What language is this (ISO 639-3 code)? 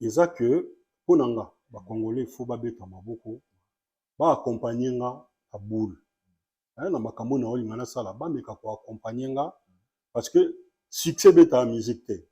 lin